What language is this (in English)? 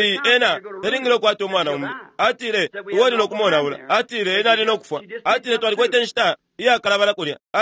Bemba